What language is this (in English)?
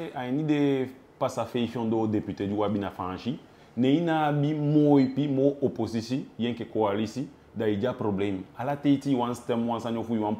Eastern Maroon Creole